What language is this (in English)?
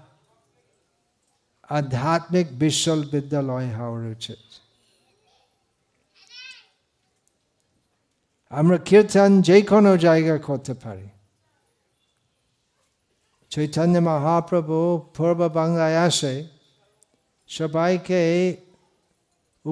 Bangla